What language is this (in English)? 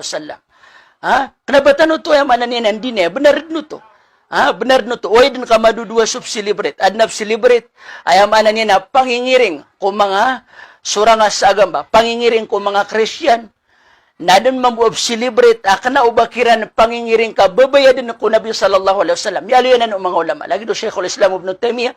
Maranao